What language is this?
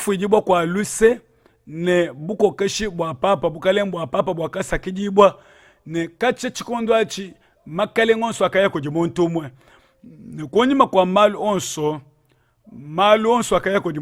Luba-Lulua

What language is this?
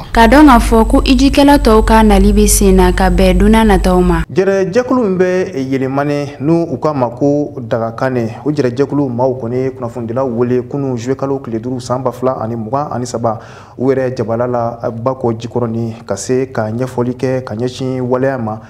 Bambara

